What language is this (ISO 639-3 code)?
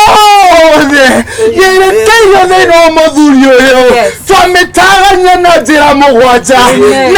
kik